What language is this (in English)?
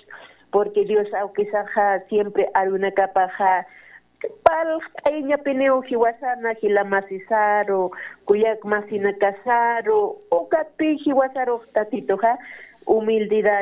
Aymara